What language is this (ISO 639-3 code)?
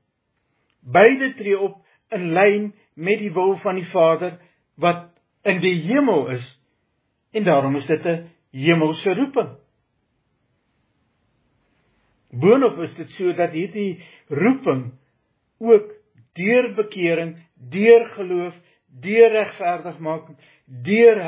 afr